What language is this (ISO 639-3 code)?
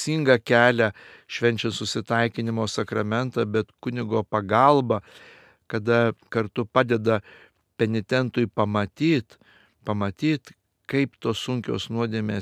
lit